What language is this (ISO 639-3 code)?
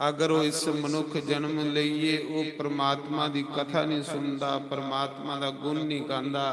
doi